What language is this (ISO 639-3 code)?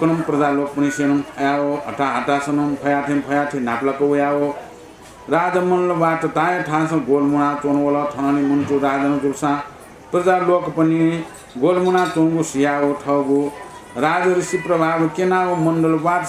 new